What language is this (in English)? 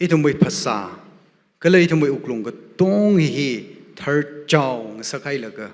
Tangkhul Naga (India)